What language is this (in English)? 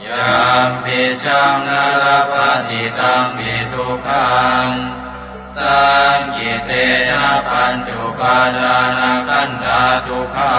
Pali